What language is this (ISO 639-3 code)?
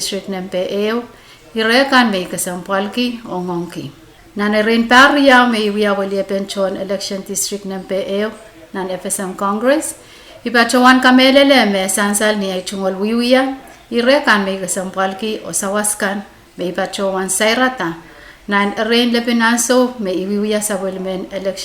pon